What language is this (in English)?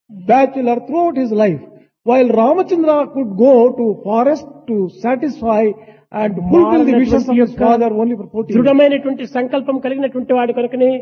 Telugu